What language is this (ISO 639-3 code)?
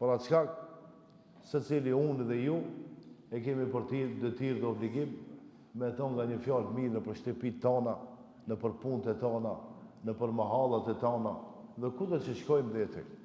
sqi